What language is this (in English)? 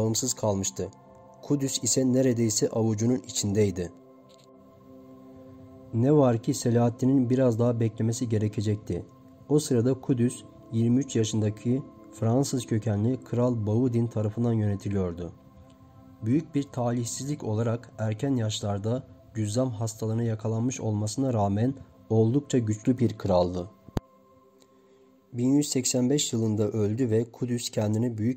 Turkish